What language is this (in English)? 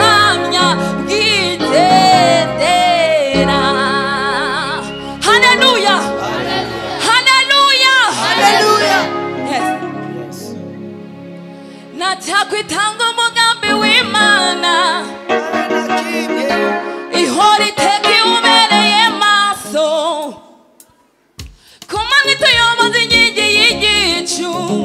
Kinyarwanda